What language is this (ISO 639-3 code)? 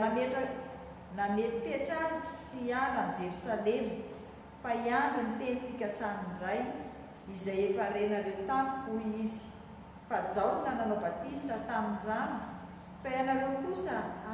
mlg